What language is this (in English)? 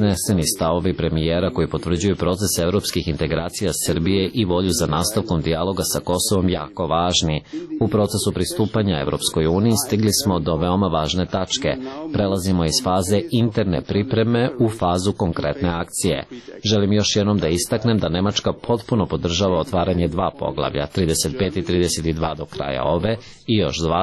Serbian